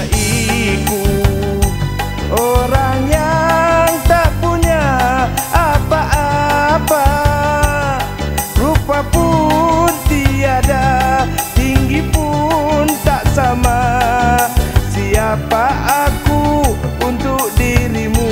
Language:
Malay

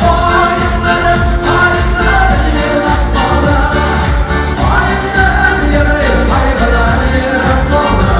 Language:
Tatar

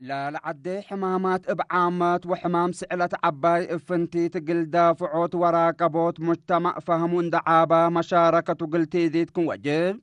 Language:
Tigre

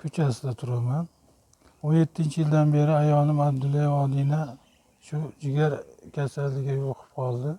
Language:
Uzbek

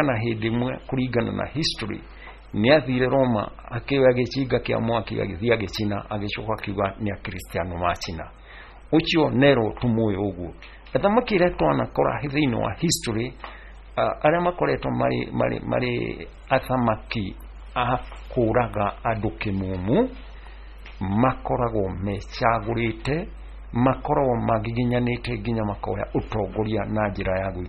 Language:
Kikuyu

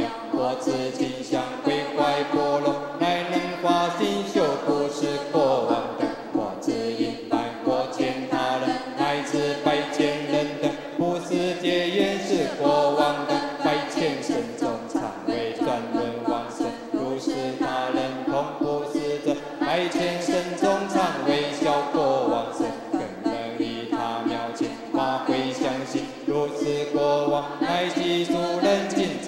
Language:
Chinese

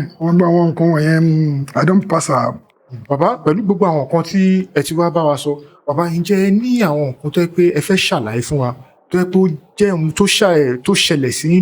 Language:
Yoruba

